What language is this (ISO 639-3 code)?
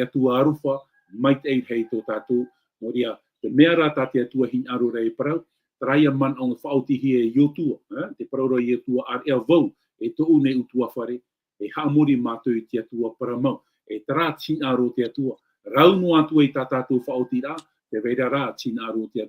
tah